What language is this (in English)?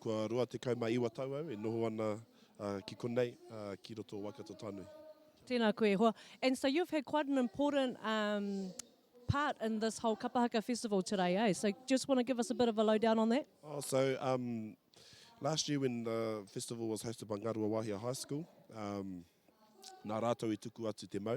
Māori